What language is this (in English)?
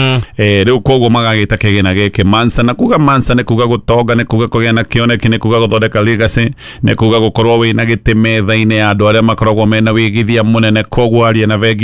Kikuyu